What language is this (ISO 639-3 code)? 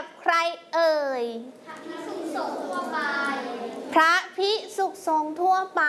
tha